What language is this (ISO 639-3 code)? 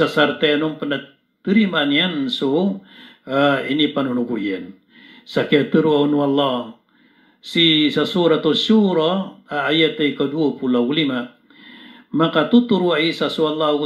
mrw